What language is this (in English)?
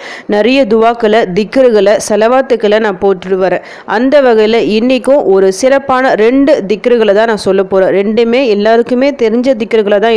Tamil